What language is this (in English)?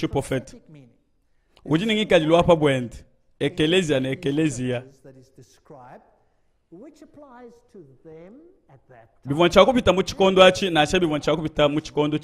Luba-Lulua